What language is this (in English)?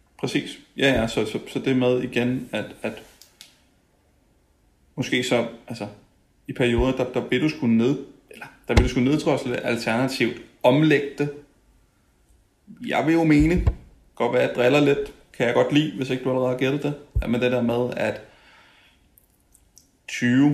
Danish